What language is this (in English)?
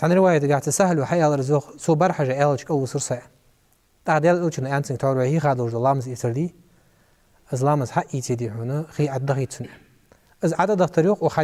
Ingush